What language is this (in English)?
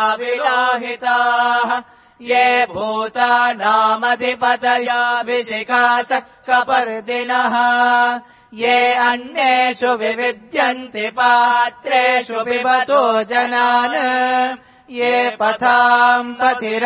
Sanskrit